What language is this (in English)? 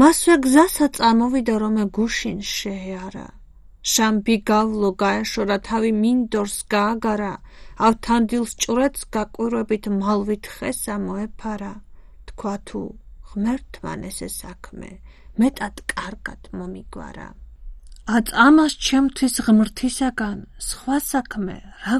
Georgian